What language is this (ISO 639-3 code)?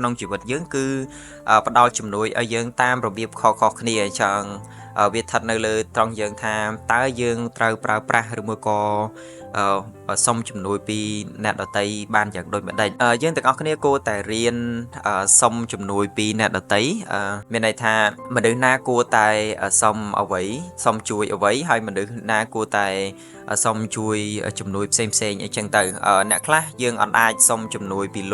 khm